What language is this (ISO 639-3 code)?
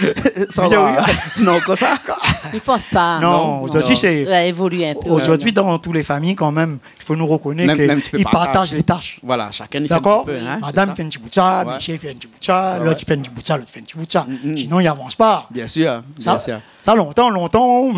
rcf